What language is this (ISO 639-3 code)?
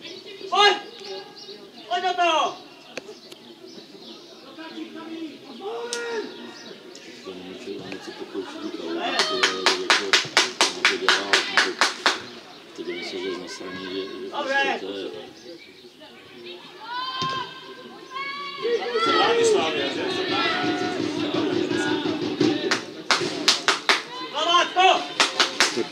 ces